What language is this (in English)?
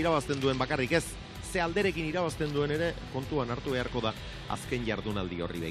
Basque